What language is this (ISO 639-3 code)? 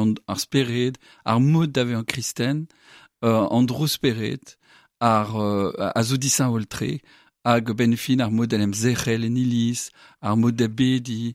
bre